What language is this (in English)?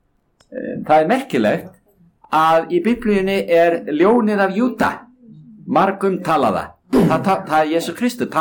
Icelandic